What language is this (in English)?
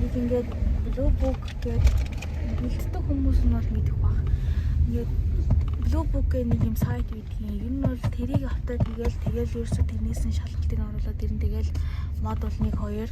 Mongolian